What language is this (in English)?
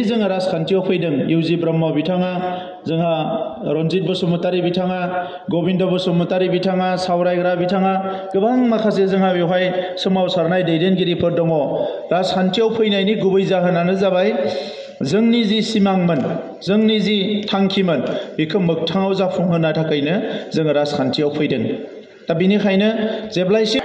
Bodo